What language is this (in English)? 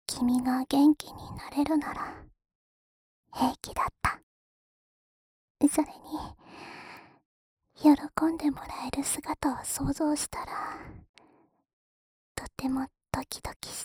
Japanese